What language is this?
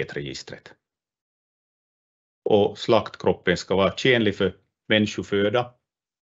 Swedish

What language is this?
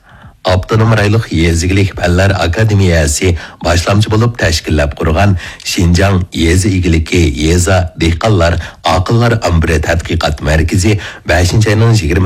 Uyghur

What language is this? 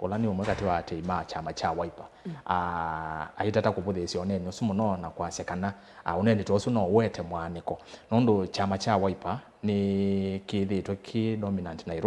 Kamba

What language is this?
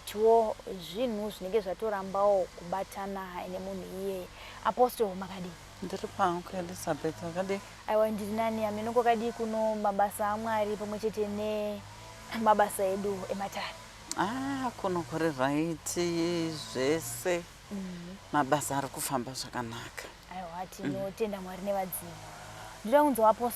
Shona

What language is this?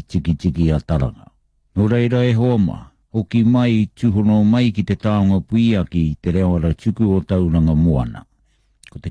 Māori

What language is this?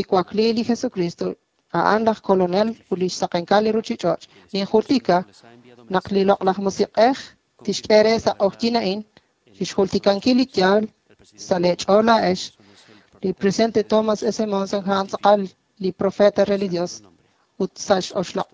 Kekchí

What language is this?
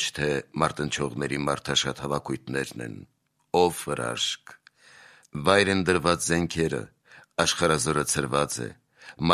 Armenian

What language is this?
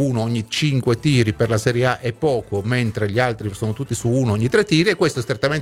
Italian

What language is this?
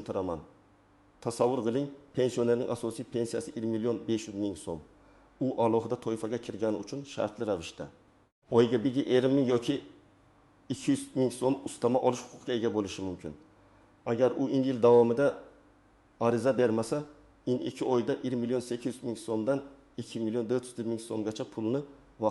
Uzbek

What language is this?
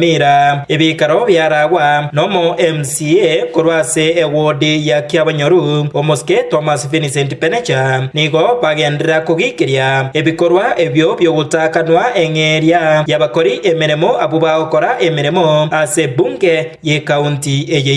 Gusii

